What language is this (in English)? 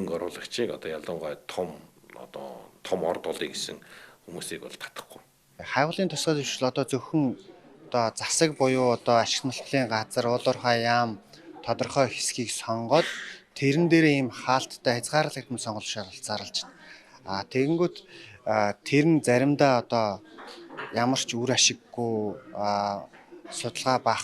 Mongolian